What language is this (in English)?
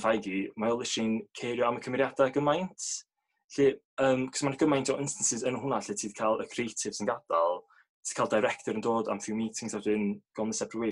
Welsh